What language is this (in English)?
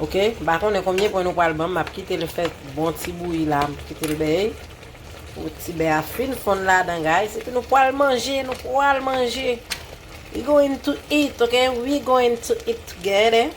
Haitian Creole